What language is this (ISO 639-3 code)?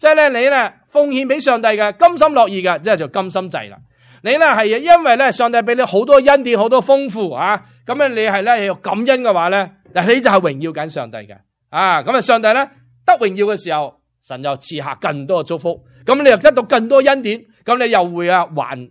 yue